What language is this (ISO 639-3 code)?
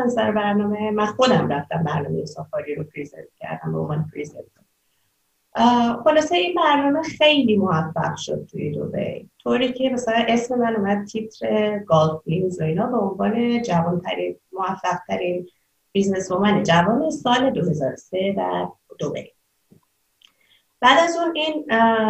fas